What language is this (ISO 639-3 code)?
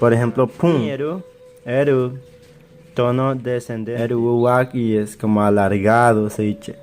bzd